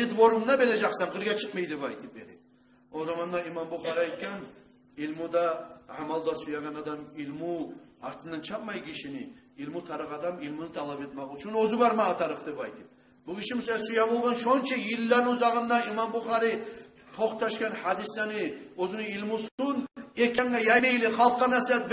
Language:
Kumyk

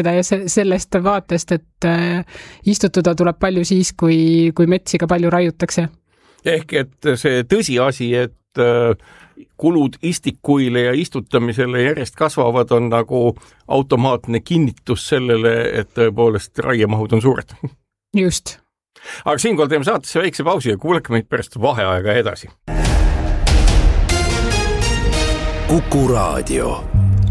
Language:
Estonian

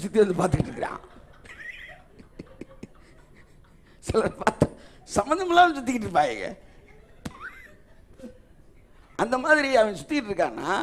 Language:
Tamil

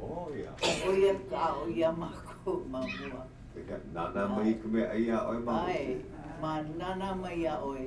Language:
Hawaiian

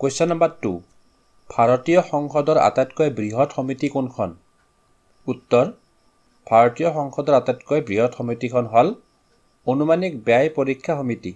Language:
Assamese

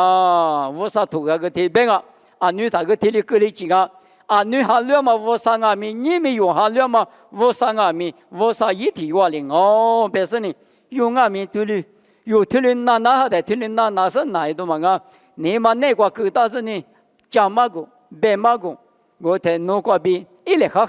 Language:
Lisu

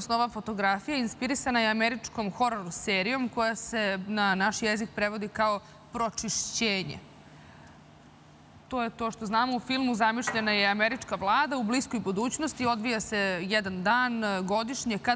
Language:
Serbian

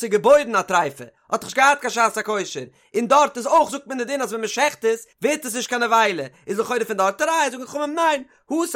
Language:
Yiddish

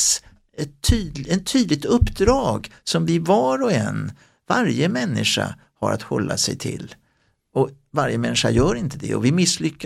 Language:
Swedish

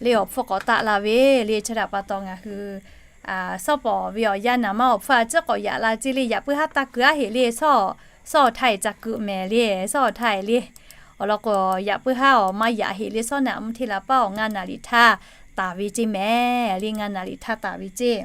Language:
Lahu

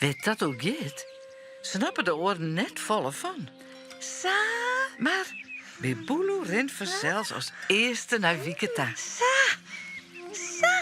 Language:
Western Frisian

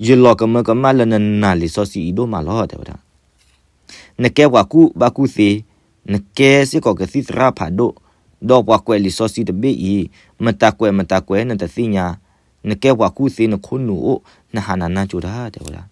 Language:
S'gaw Karen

